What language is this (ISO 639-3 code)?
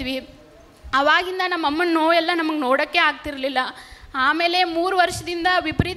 kan